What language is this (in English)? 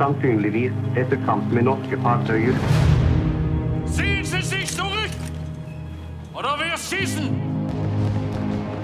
Norwegian